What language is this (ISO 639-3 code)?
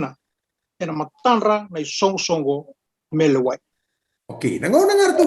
fij